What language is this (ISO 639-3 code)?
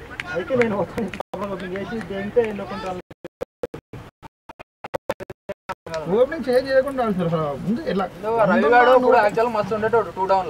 tel